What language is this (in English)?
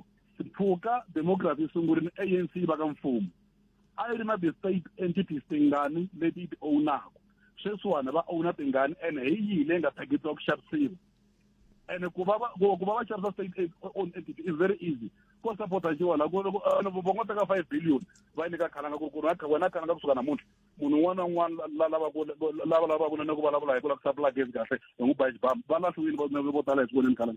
Tsonga